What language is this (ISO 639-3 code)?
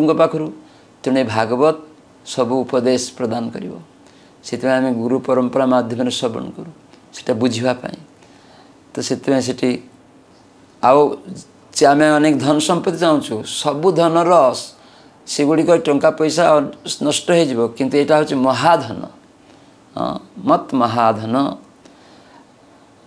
ori